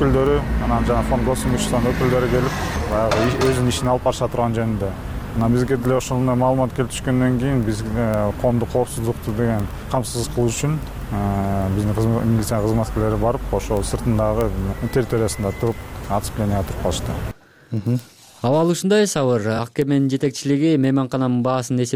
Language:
Kyrgyz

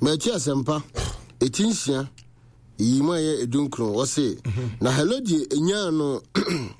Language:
Akan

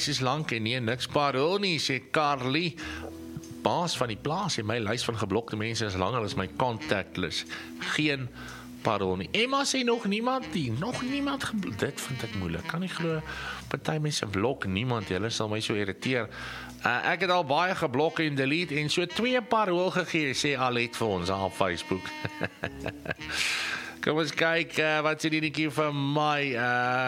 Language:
Afrikaans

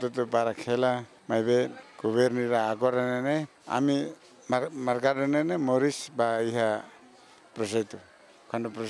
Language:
Tetum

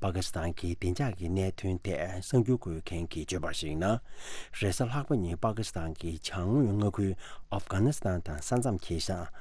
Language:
Tibetan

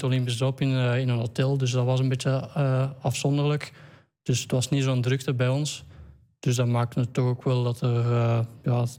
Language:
Dutch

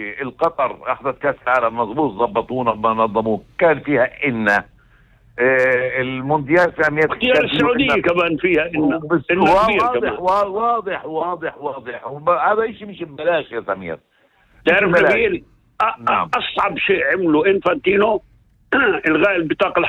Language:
North Levantine Arabic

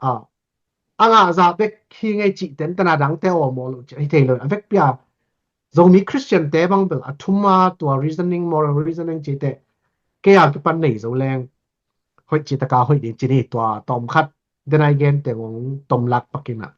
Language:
Tedim Chin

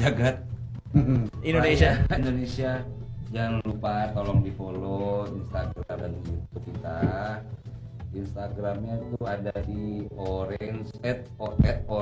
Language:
Indonesian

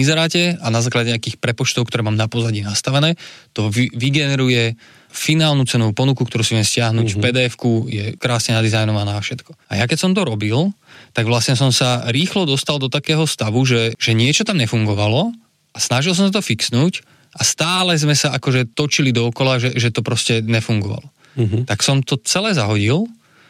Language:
Slovak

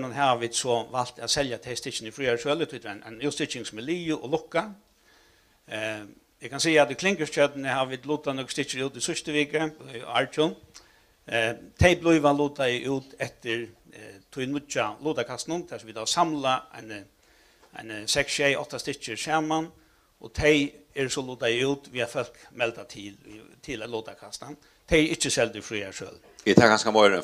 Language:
Faroese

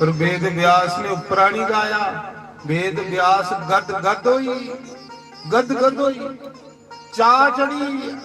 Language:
Dogri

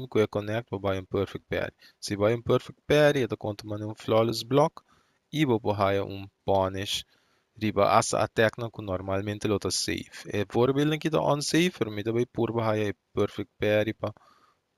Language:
Papiamento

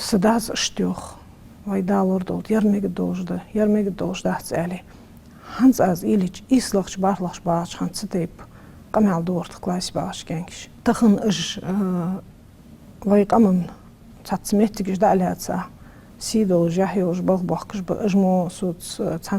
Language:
Ingush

